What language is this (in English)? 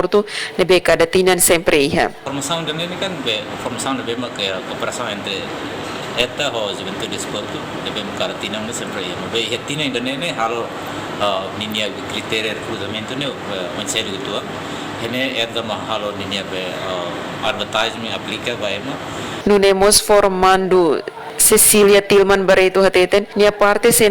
Tetum